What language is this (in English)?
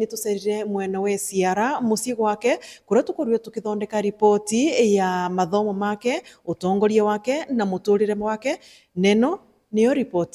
Meru